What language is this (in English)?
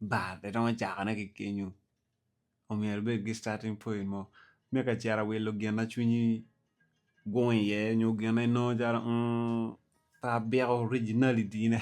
Acoli